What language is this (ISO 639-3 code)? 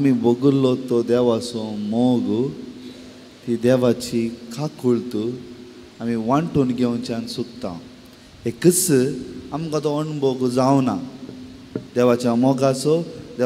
kok